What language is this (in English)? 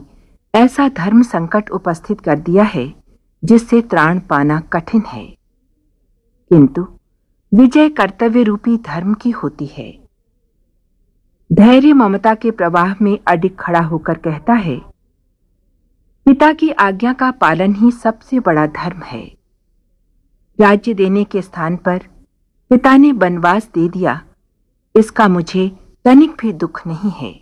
Hindi